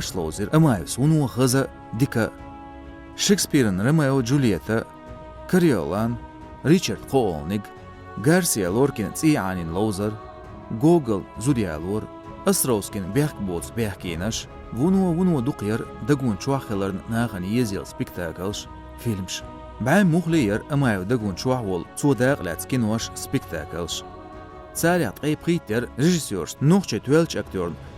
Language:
Chechen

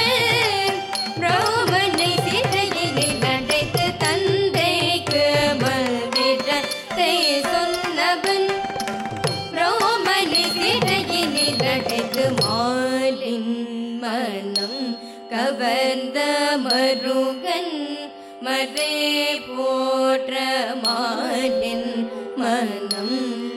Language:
Tamil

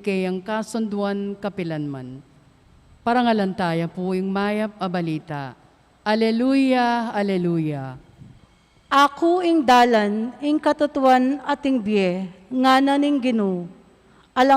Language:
Pampanga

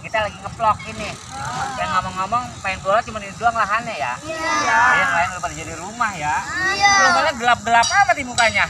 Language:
Betawi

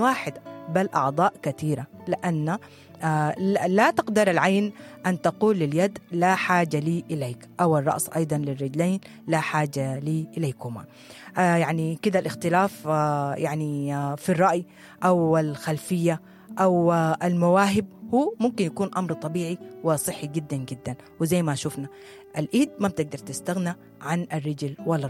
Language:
Sudanese Arabic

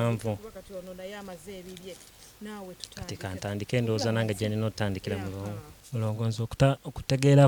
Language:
Ganda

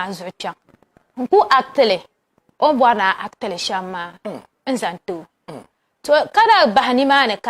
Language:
Dagbani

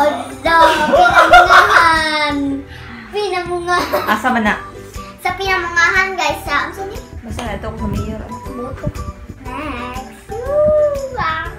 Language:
Cebuano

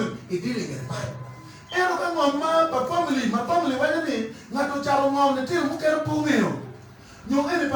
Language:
Acoli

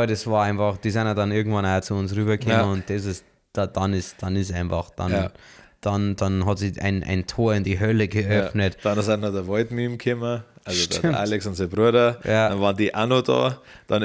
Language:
Bavarian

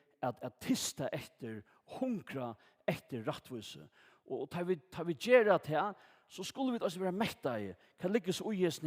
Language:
Faroese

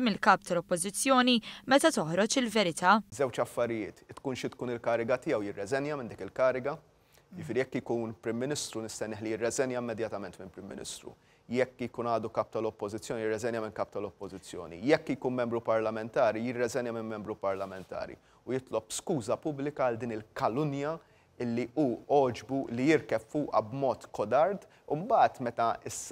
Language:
Maltese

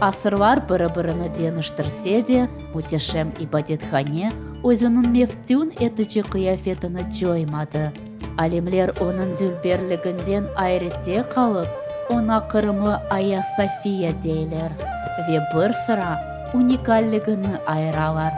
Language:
Crimean Tatar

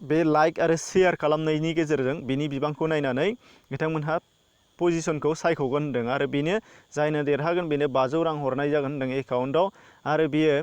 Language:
Bodo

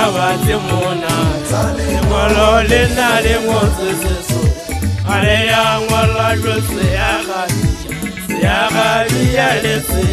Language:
Southern Sotho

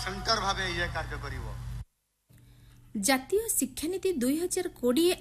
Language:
Odia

